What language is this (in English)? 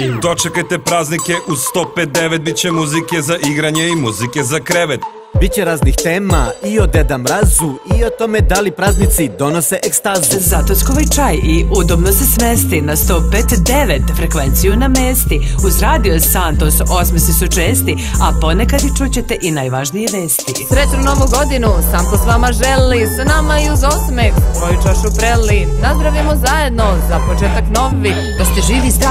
Serbian